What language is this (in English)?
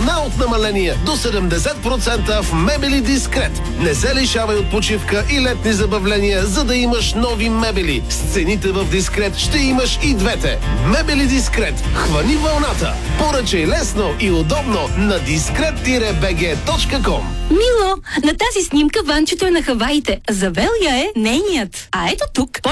Bulgarian